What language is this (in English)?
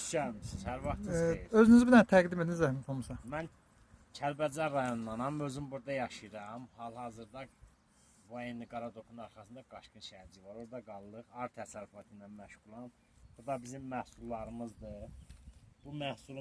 Azerbaijani